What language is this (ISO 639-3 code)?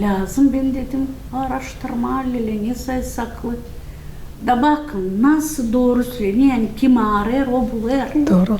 gag